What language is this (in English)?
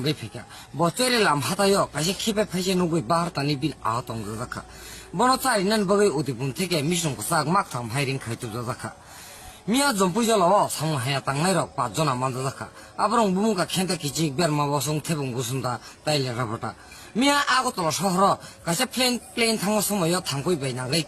Kok Borok